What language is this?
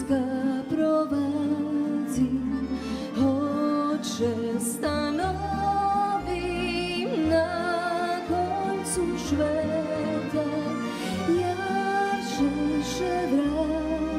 Rusyn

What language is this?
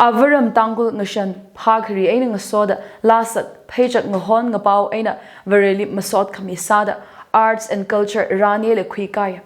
Tangkhul Naga (India)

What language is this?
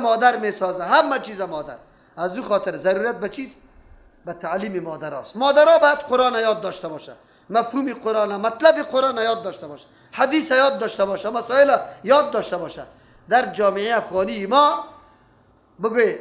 Persian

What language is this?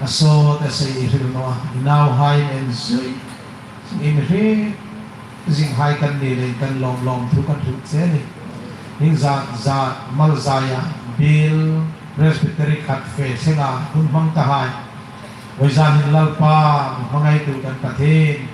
Hmar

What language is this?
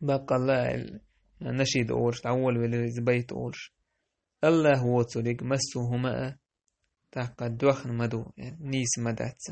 Chechen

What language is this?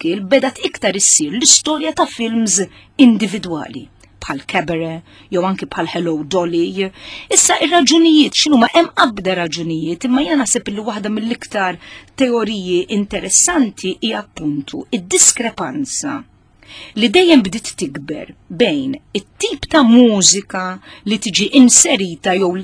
Maltese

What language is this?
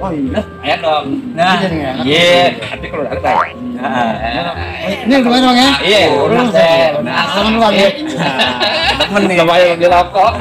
Betawi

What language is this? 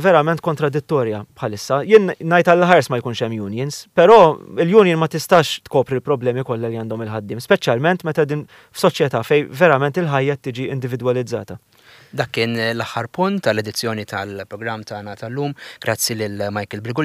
Maltese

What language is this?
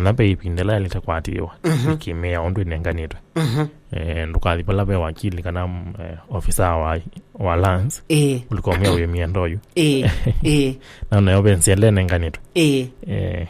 Kamba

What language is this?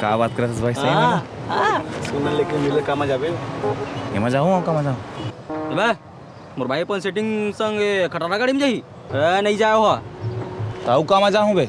Chhattisgarhi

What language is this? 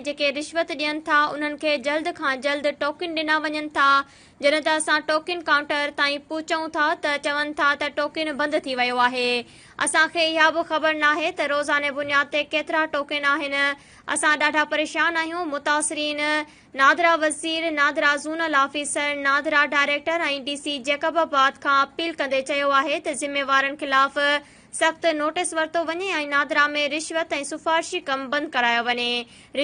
Sindhi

